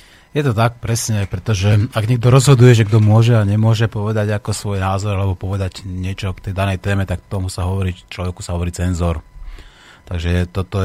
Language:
Slovak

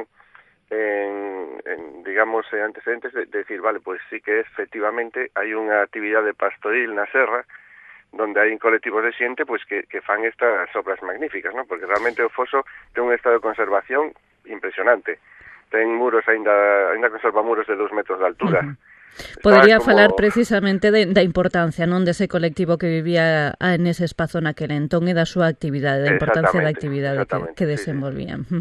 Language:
Galician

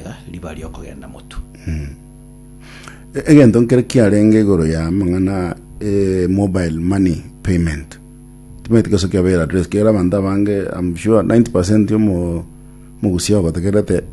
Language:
Gusii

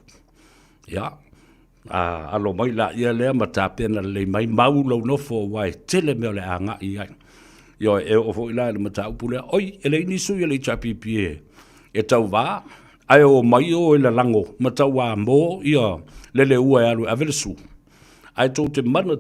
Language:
Samoan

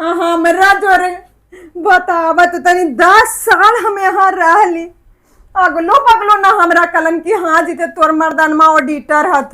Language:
Magahi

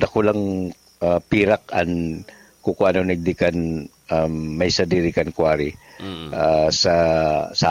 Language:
Bikol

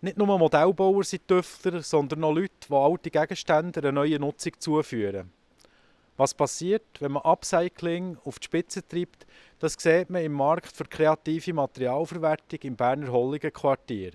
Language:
Swiss German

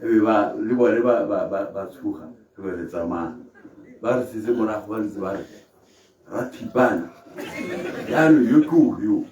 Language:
Tswana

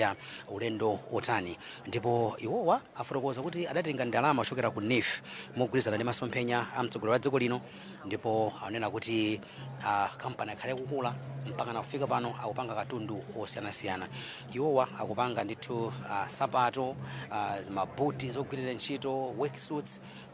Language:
Nyanja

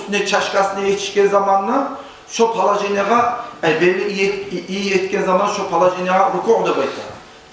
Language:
Kumyk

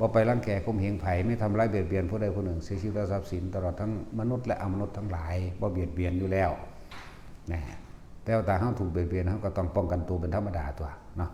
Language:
Northeastern Thai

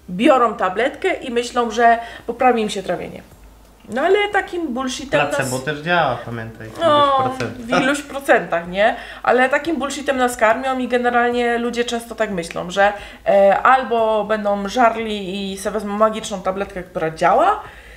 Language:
Polish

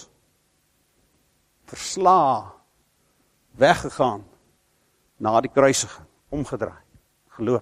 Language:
Afrikaans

